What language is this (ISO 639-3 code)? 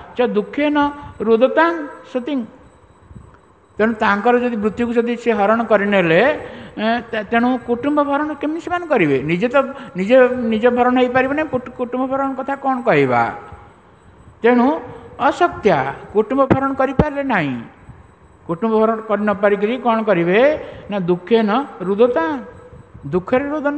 ori